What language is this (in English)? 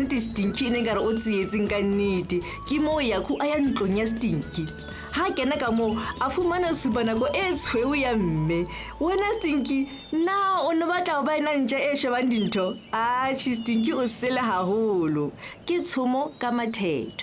Southern Sotho